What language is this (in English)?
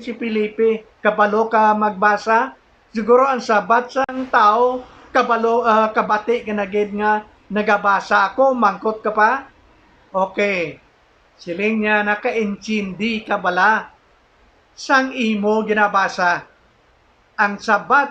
Hiligaynon